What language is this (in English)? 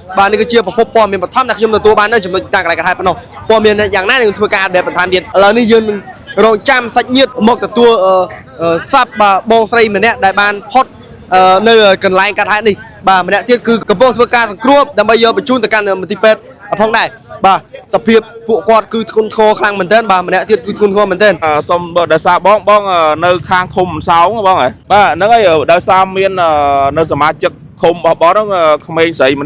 Khmer